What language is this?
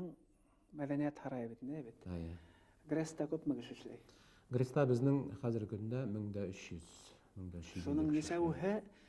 Bashkir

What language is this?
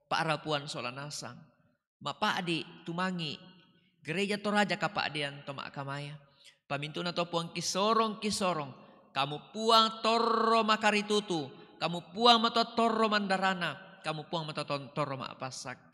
Toraja-Sa'dan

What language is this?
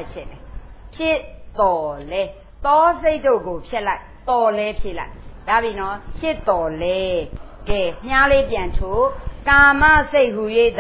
Burmese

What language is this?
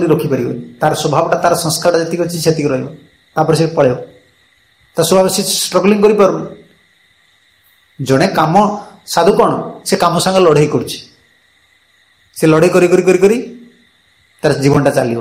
Odia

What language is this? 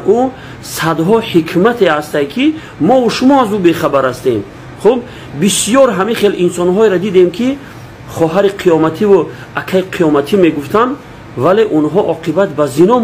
Tajik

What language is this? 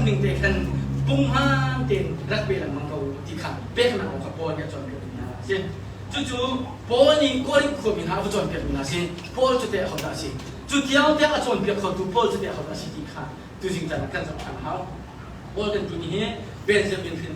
Hakha Chin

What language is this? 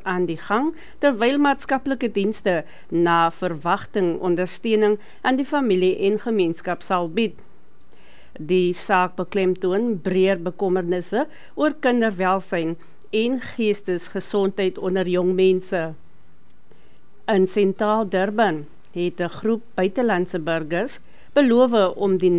Afrikaans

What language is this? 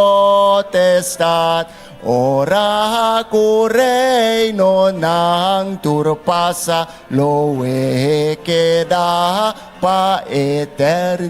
Papiamento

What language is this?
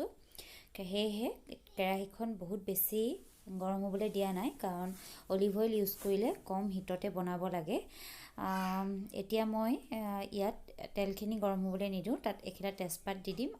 Assamese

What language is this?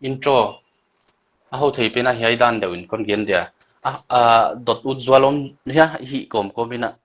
Paite Chin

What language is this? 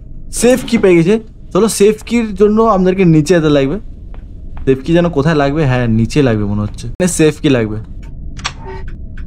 Bangla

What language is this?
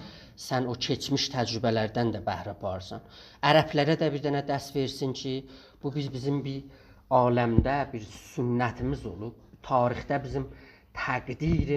South Azerbaijani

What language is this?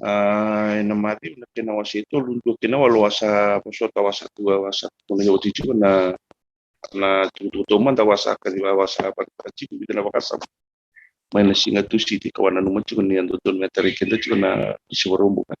Fijian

